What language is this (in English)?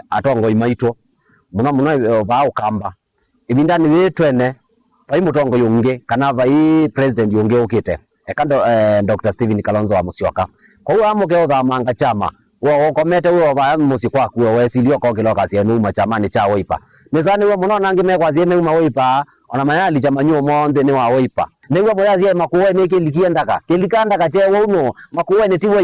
Kamba